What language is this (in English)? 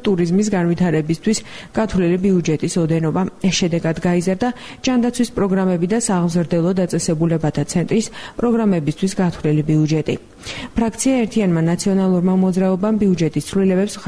Georgian